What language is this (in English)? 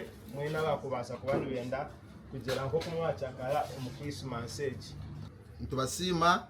Nyankole